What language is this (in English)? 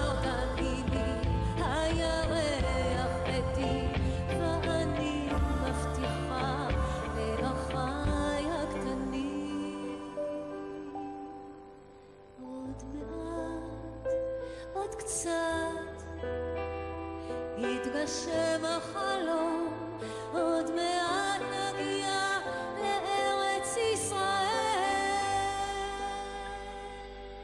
Hebrew